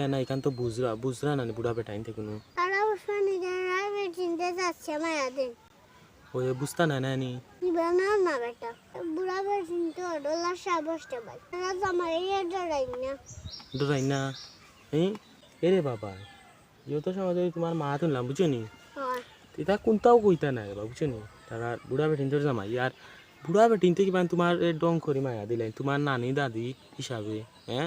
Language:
Sylheti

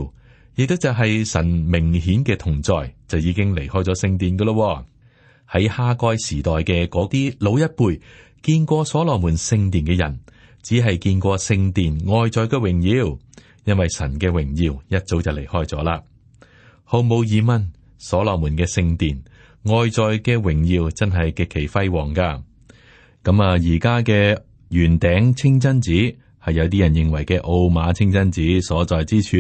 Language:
Cantonese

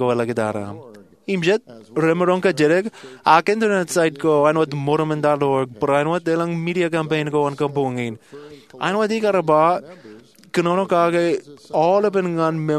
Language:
Marshallese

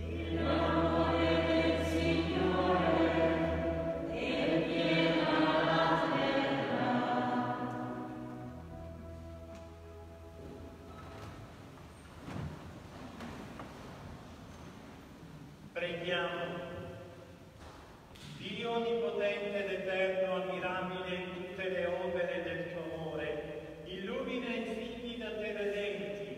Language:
Italian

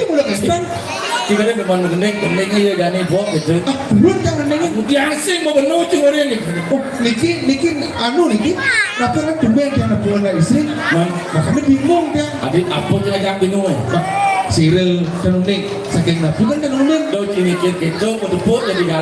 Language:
Balinese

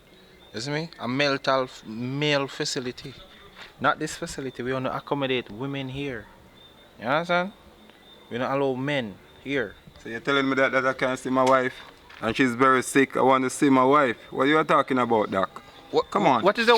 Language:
Jamaican Creole English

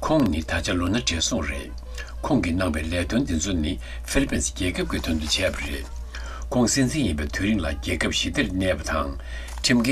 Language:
Tibetan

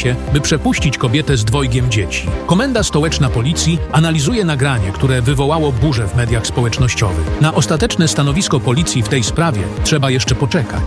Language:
Polish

